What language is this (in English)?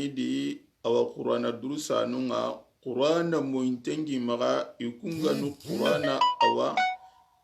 Soninke